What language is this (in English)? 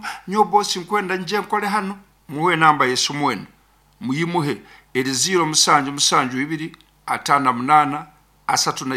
Nyankole